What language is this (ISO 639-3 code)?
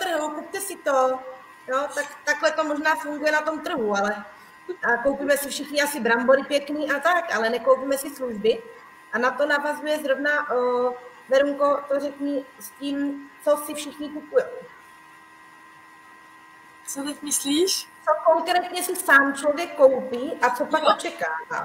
ces